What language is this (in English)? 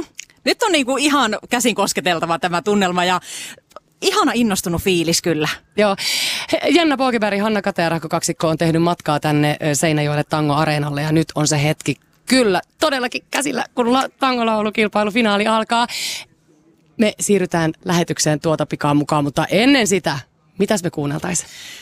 Finnish